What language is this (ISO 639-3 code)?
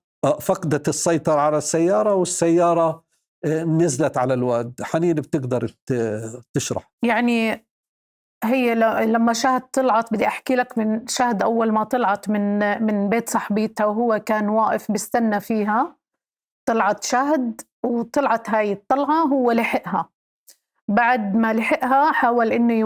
apc